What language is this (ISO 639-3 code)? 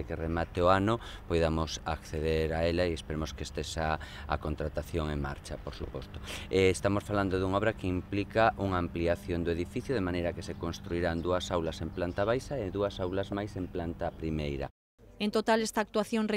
glg